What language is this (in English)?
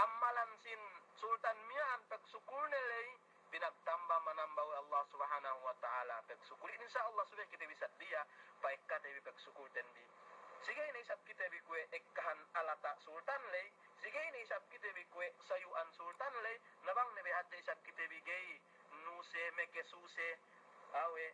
Yakan